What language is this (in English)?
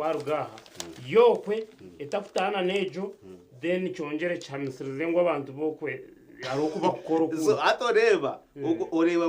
Nyankole